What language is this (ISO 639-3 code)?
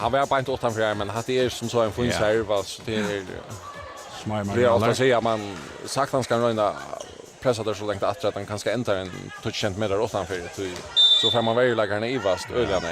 fao